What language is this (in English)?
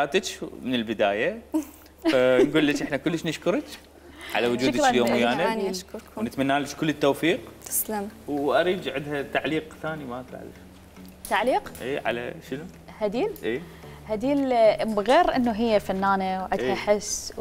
Mesopotamian Arabic